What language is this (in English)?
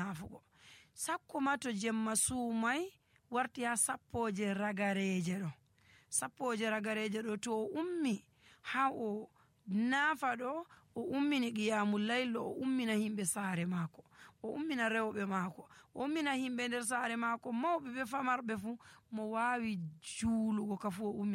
Nigerian Fulfulde